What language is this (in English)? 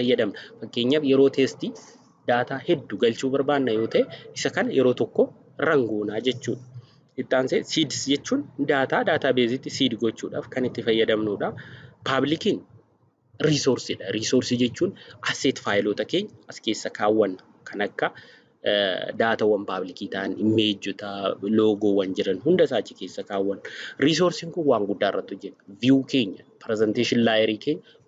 Oromo